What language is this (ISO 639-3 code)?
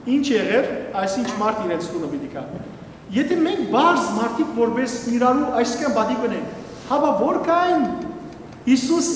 hyw